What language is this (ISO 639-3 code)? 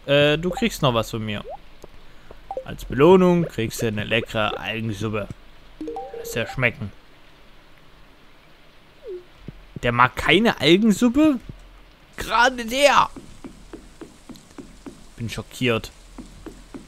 deu